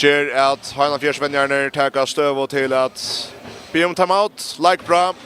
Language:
Faroese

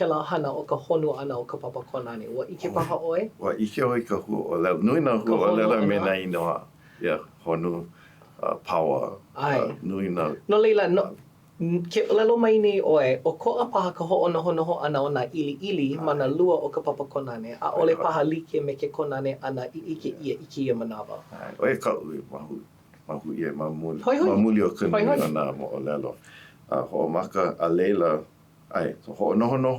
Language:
Hawaiian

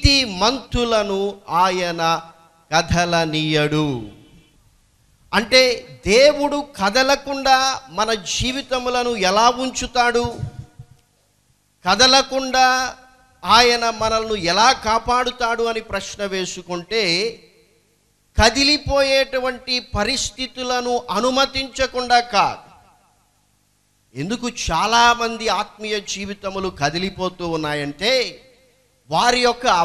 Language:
Telugu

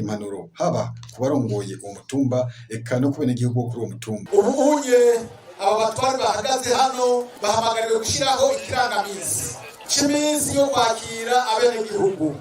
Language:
Rundi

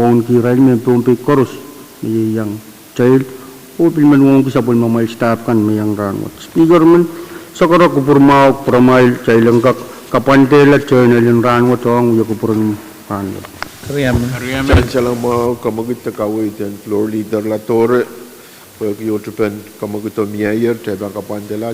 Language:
Pohnpeian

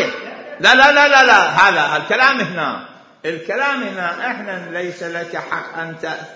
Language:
Mesopotamian Arabic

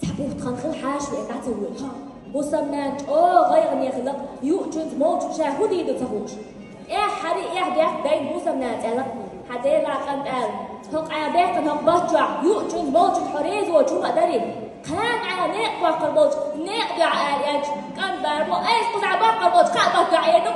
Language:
Chechen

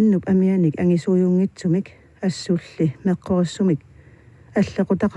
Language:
Kalaallisut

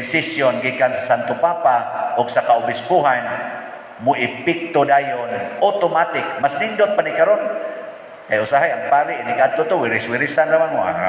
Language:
Cebuano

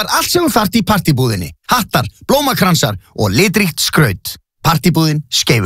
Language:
Icelandic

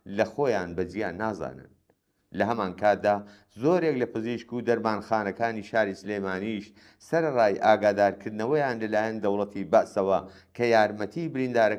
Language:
Central Kurdish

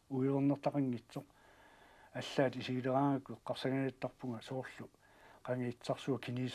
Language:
Kalaallisut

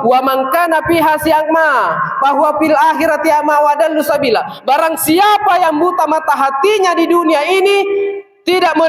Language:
Makasar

